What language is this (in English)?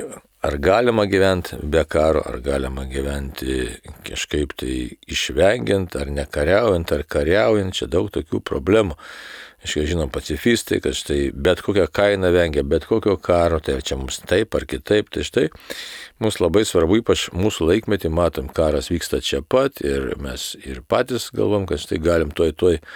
Lithuanian